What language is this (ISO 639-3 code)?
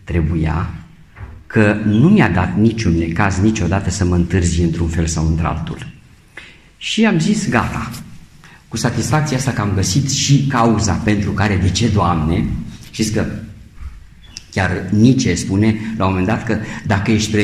ron